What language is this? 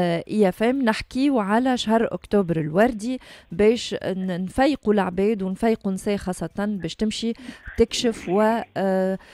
Tunisian Arabic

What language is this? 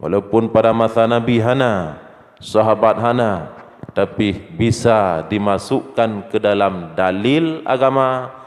Achinese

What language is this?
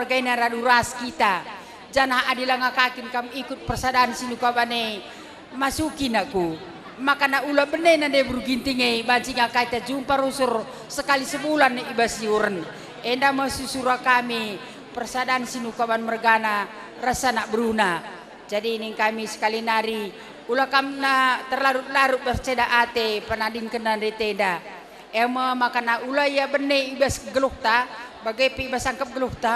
Batak Karo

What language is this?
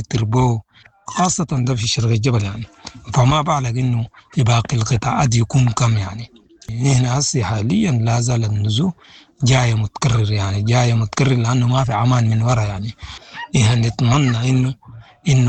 Sudanese Arabic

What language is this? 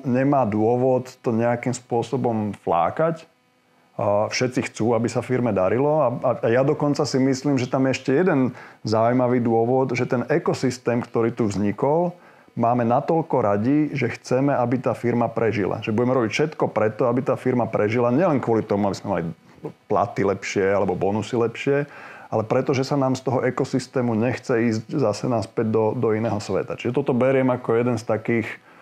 Slovak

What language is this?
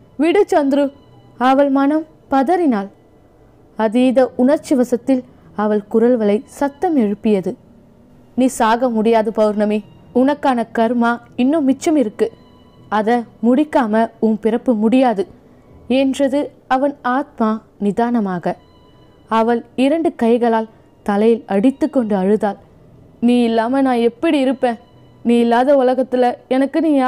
Tamil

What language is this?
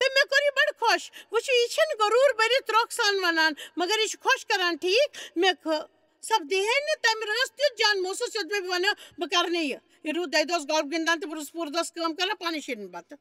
Kashmiri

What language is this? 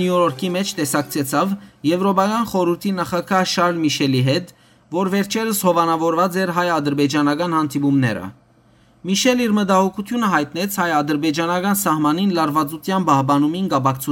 Western Armenian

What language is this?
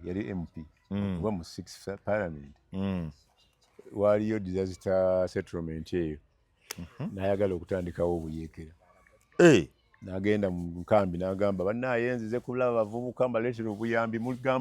Ganda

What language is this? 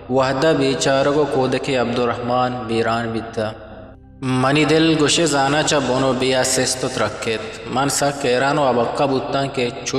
Eastern Balochi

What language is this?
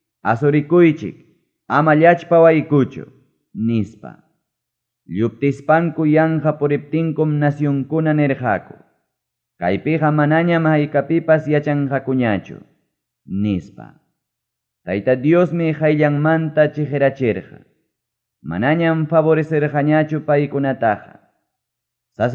Ayacucho Quechua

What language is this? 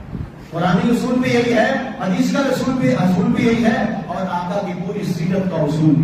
Urdu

